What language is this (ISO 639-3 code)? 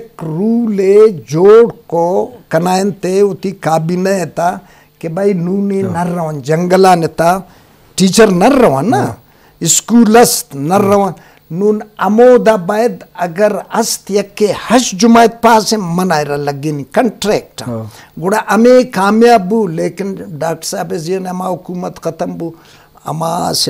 bgp